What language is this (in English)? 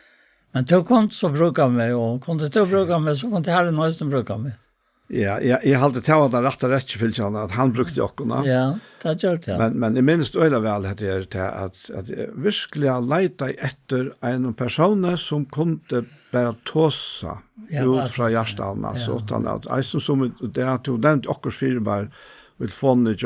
Faroese